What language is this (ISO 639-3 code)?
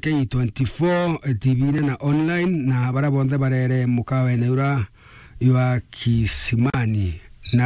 mer